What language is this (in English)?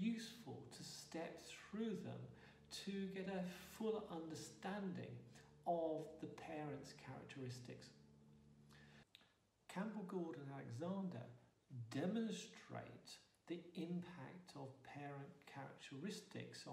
English